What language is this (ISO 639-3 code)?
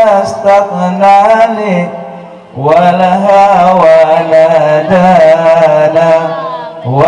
ace